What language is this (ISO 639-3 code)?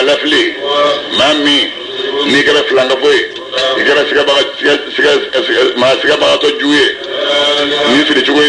bam